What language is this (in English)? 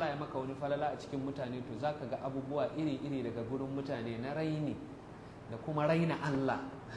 Hausa